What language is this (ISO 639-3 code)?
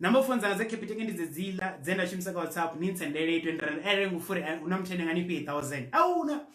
ven